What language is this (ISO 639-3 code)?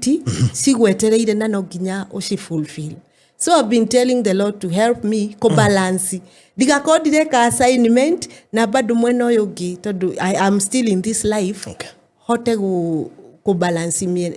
kik